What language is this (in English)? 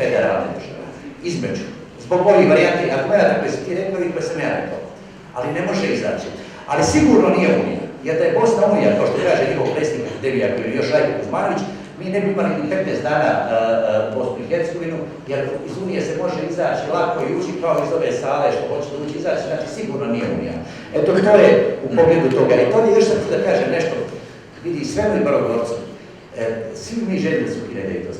Bosnian